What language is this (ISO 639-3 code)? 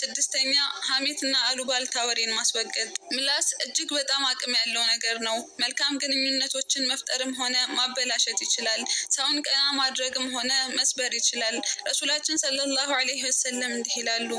amh